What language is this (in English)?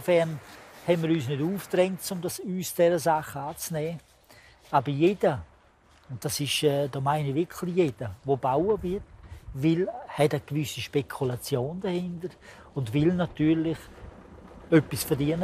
Romansh